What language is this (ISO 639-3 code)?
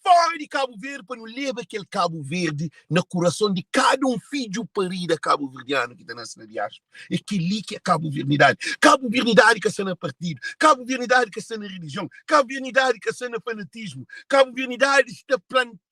kea